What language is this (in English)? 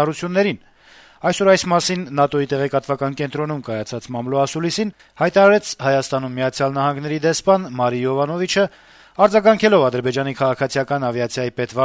Armenian